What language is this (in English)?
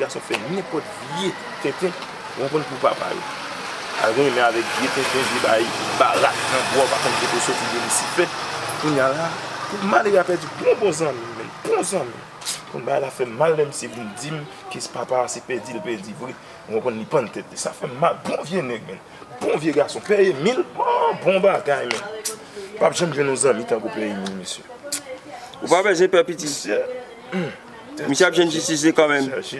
Haitian Creole